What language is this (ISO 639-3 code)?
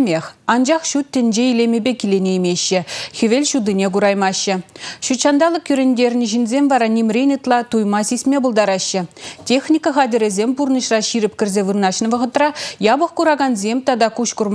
chv